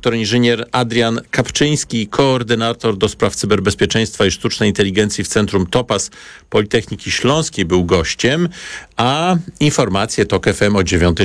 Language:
Polish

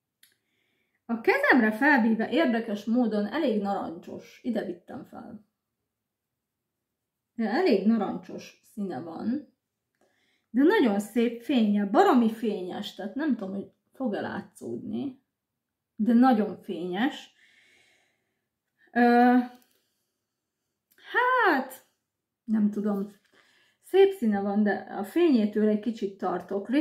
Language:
Hungarian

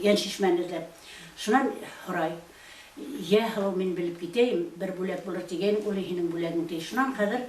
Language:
Bashkir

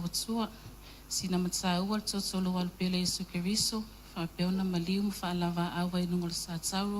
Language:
Samoan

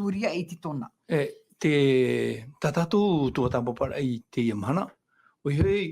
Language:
Tahitian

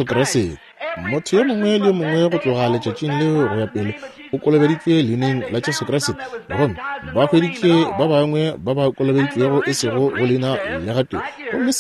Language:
Northern Sotho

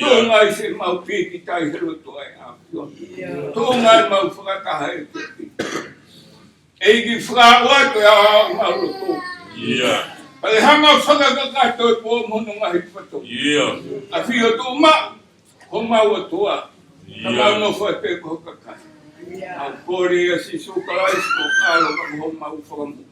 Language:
Tongan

